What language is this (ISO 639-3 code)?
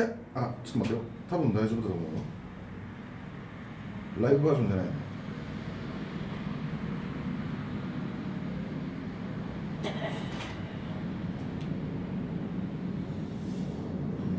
jpn